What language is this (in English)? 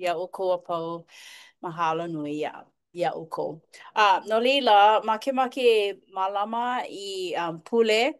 Hawaiian